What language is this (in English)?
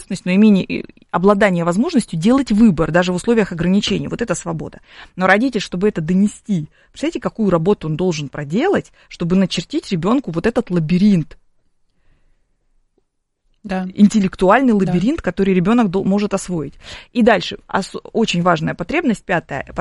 Russian